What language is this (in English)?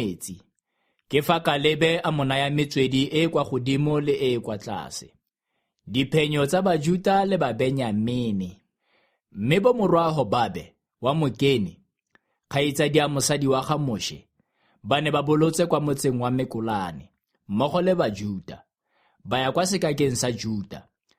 Tswana